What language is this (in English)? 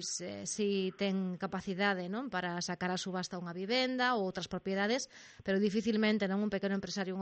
Galician